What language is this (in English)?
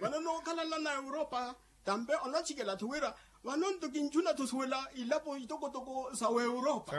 Makhuwa